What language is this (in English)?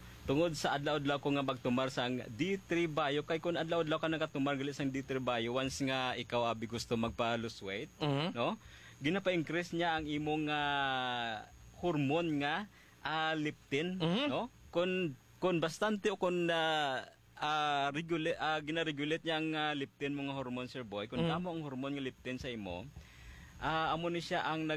Hiligaynon